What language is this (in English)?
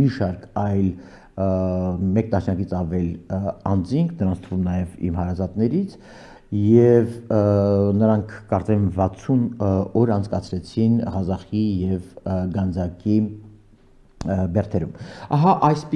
Armenian